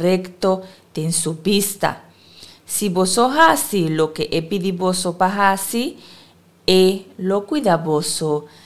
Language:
Papiamento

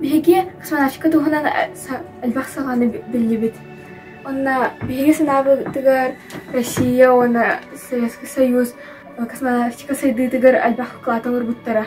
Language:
Yakut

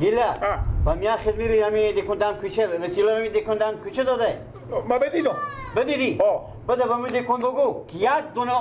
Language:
Persian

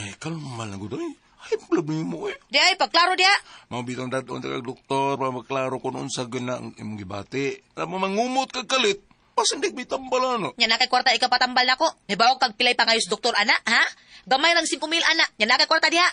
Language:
Cebuano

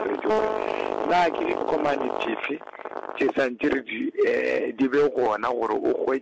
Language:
Northern Sotho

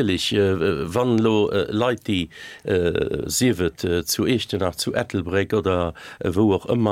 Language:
Luxembourgish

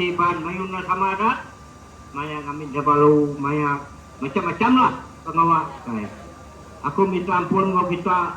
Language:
Iban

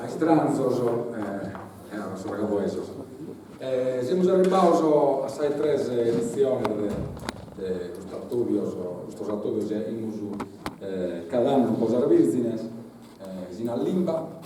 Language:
Sardinian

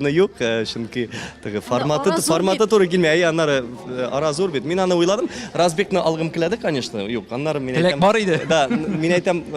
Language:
Tatar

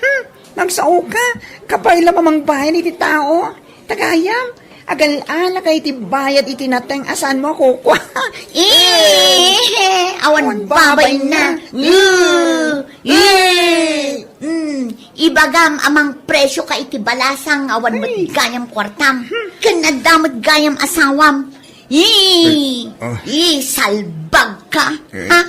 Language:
Iloko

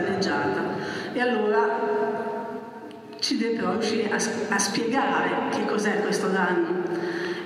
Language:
Italian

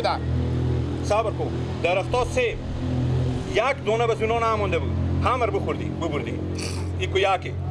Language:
Persian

